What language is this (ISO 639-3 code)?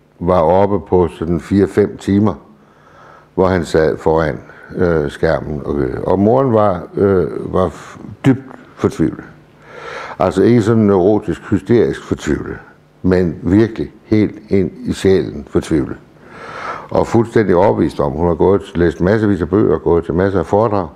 dan